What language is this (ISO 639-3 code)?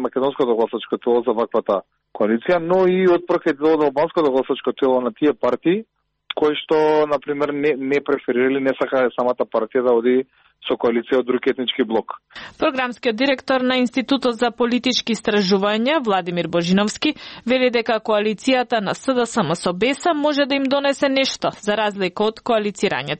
mkd